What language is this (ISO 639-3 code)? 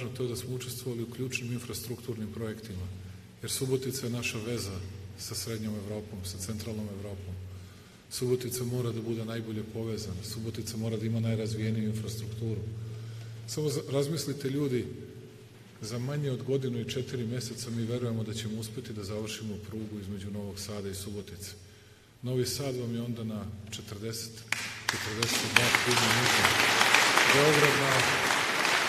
srp